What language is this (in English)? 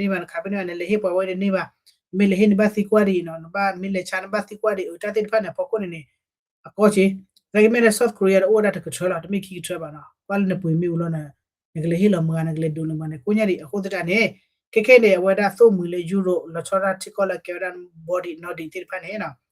S'gaw Karen